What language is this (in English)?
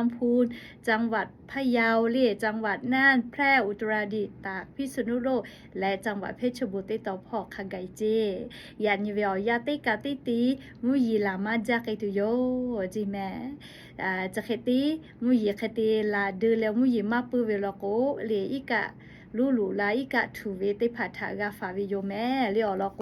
Lahu